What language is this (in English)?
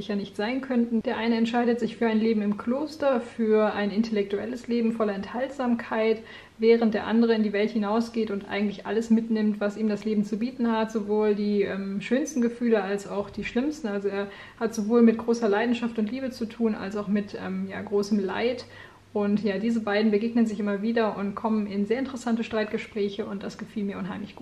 German